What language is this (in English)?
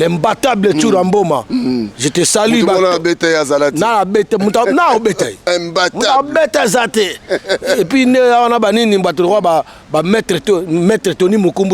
Lingala